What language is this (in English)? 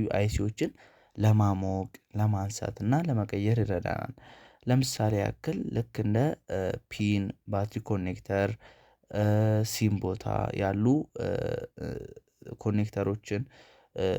Amharic